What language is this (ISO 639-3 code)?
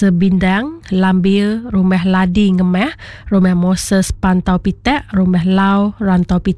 iba